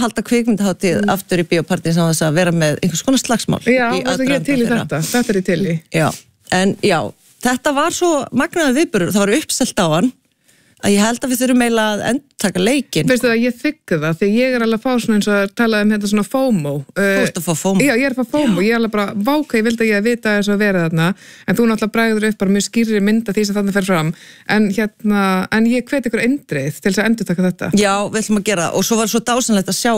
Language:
Icelandic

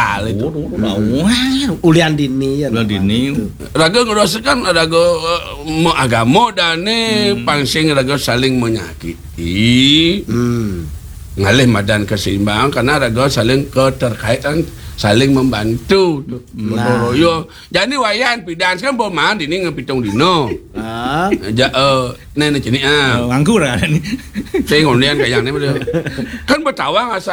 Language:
Balinese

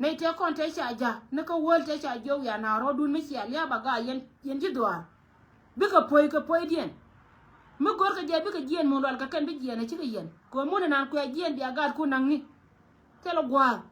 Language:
Nuer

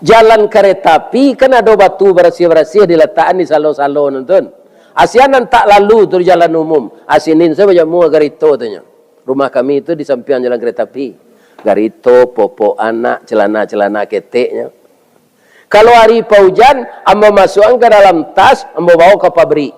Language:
Minangkabau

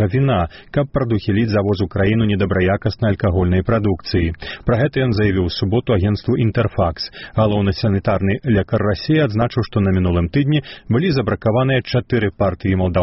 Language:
Belarusian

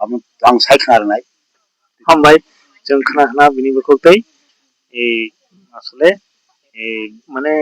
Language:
Kok Borok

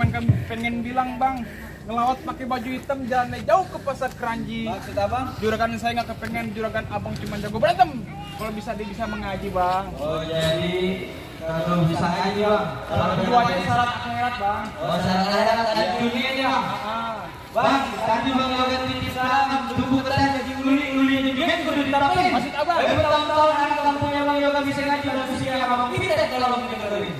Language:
Betawi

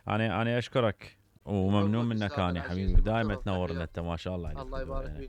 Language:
Mesopotamian Arabic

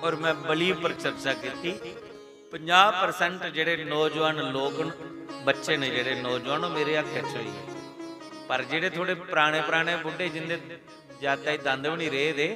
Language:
Dogri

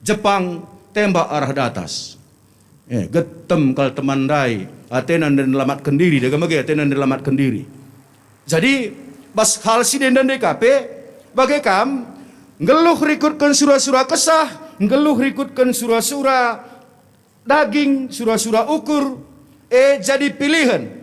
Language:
Batak Karo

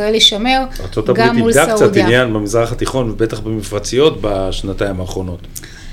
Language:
Hebrew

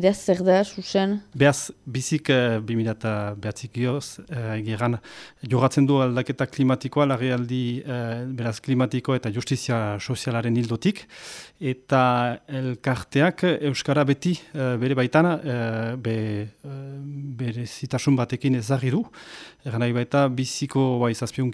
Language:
Basque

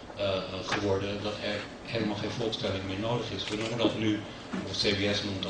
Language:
Dutch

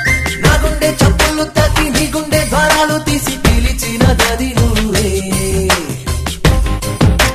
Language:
Telugu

